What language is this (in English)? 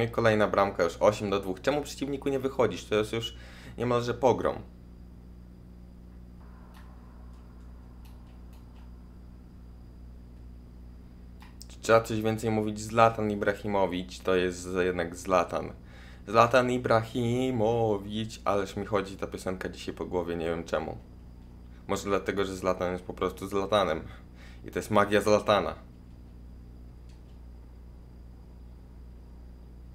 Polish